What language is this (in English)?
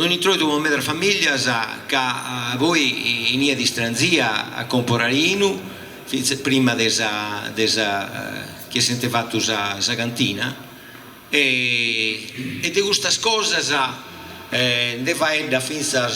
Sardinian